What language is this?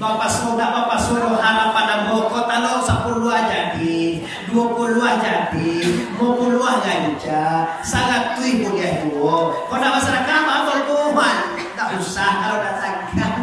Minangkabau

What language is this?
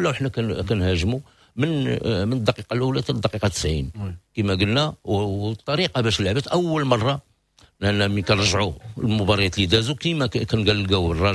Moroccan Arabic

